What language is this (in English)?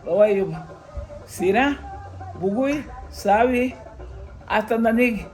Garifuna